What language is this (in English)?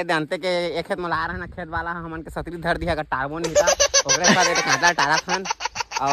Chhattisgarhi